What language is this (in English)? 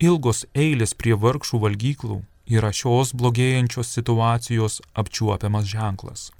Lithuanian